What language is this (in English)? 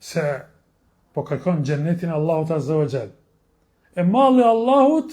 Albanian